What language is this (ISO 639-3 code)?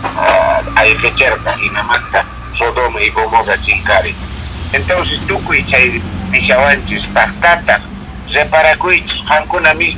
que